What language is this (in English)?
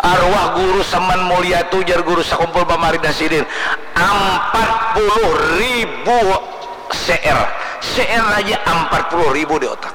Banjar